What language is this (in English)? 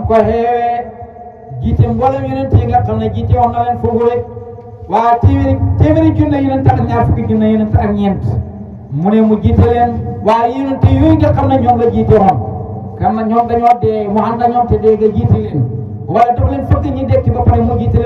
Wolof